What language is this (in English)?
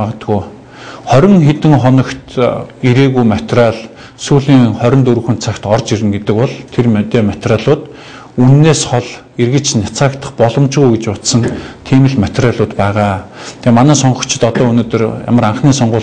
Mongolian